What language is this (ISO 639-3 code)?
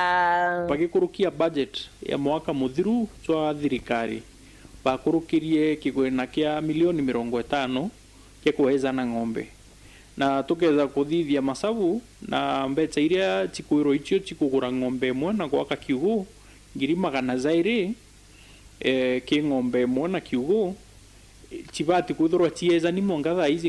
mer